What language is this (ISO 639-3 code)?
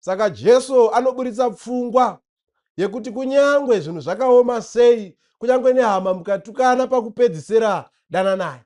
sna